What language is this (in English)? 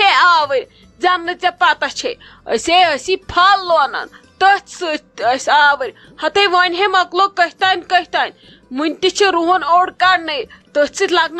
Kashmiri